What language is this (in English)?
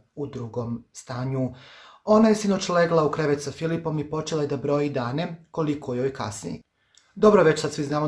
Croatian